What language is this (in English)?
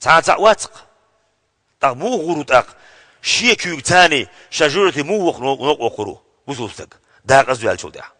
Chechen